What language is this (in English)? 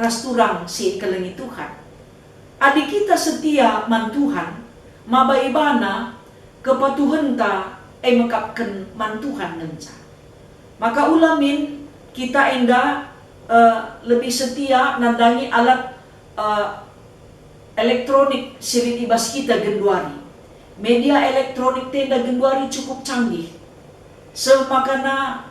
Batak Karo